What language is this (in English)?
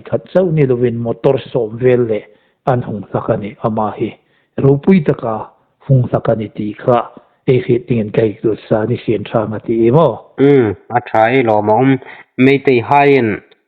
Hmar